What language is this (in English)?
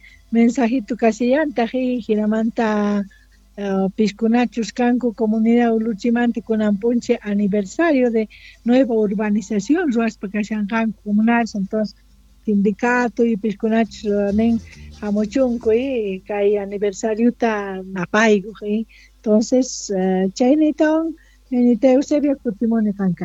Quechua